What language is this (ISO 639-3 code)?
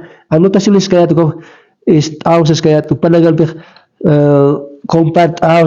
aym